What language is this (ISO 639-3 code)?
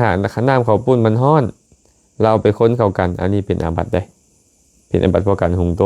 lao